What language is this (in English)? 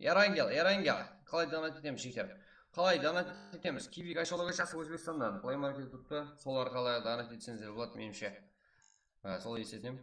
Kara-Kalpak